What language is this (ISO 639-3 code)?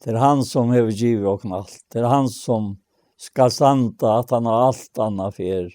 fao